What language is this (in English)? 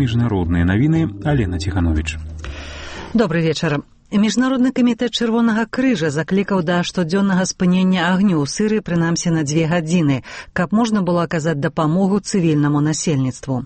Belarusian